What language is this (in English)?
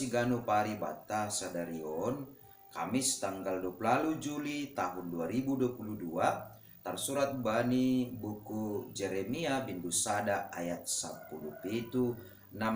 Batak Simalungun